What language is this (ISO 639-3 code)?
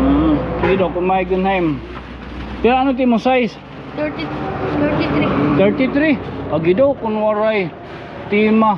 war